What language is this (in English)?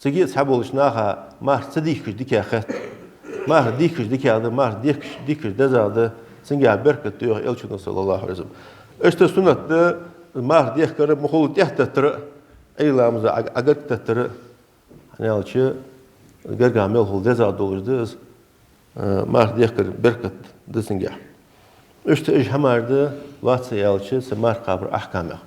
Ingush